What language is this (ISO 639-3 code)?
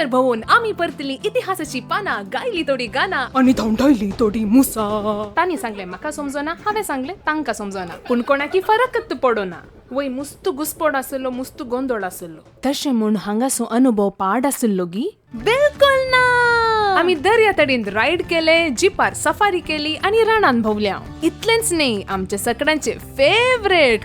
kok